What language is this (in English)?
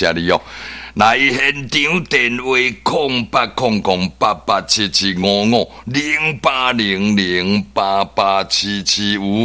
Min Nan Chinese